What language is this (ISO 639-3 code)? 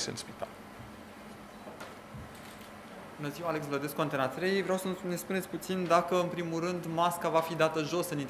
ron